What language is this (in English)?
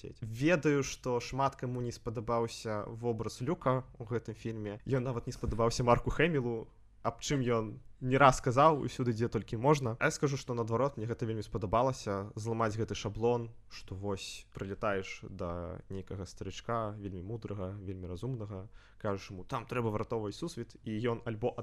Belarusian